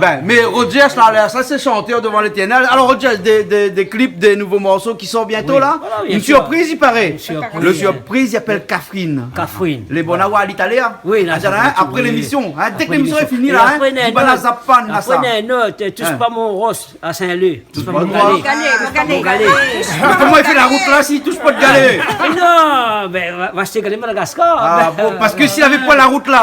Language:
Réunion Creole French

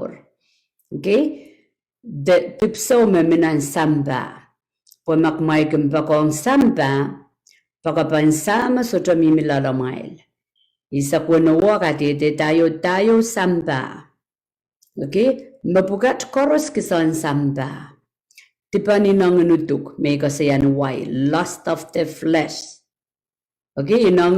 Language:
Pohnpeian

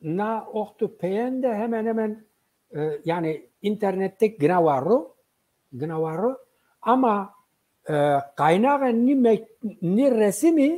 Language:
Zaza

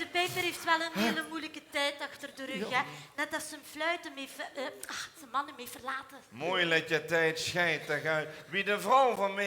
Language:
Limburgish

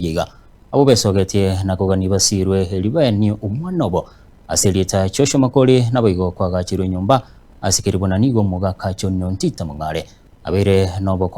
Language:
Gusii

